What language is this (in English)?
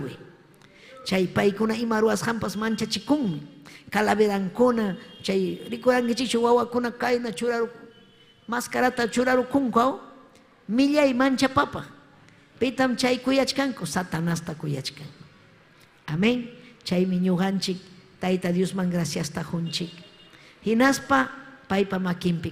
Ayacucho Quechua